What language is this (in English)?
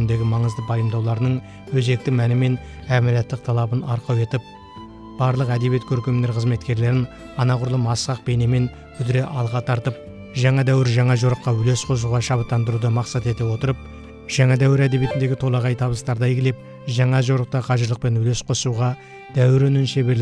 Kazakh